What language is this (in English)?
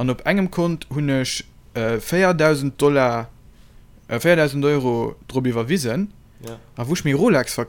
Luxembourgish